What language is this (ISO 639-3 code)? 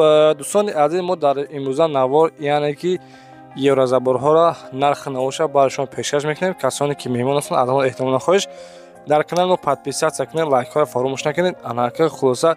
tgk